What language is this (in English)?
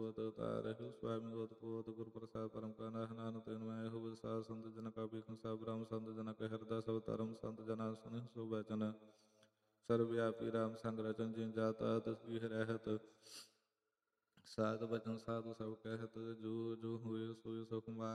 Punjabi